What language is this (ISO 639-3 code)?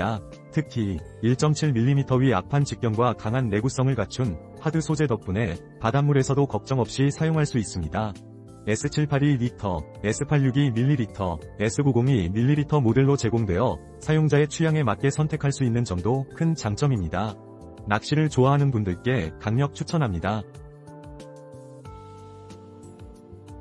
kor